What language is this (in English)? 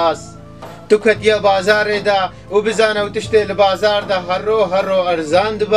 Kurdish